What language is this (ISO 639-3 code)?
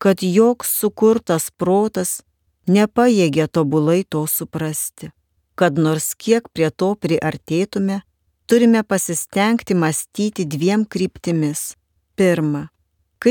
lit